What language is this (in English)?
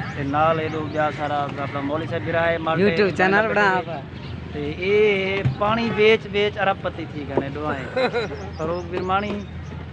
Saraiki